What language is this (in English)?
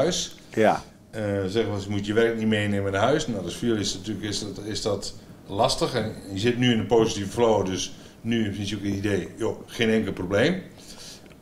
Dutch